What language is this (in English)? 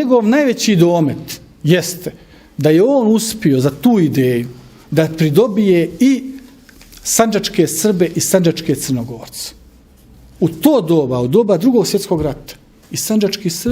Bosnian